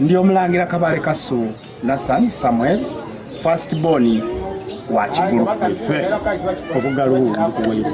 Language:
Soga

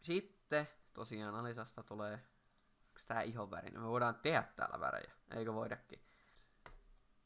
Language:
Finnish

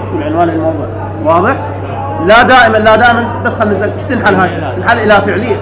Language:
Mesopotamian Arabic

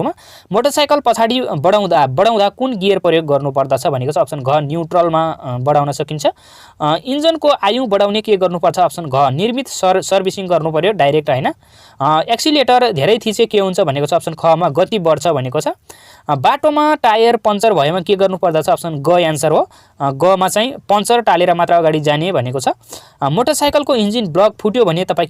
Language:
Nepali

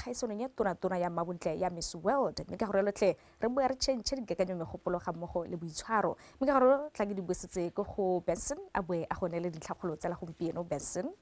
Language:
Tswana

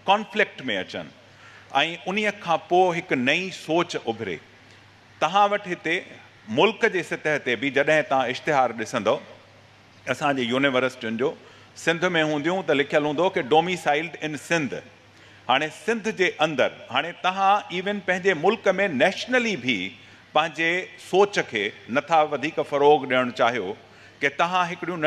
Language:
Sindhi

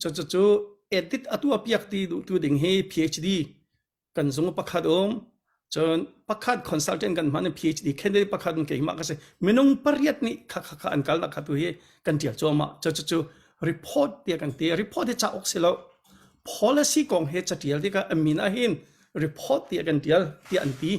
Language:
Hakha Chin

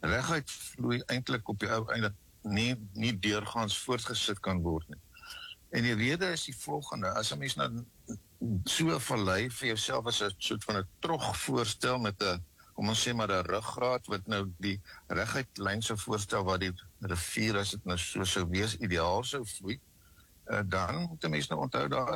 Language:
Afrikaans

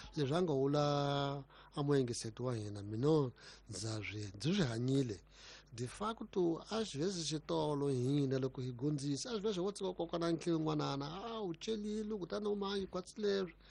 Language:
Tsonga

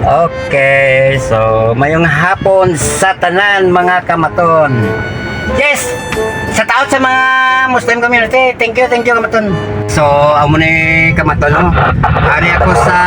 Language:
Hiligaynon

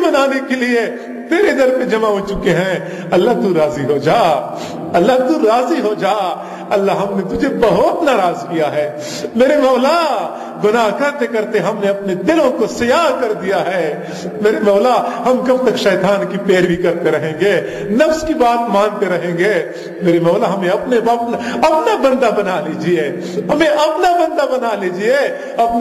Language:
Urdu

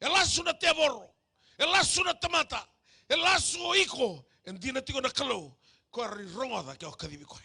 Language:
Fijian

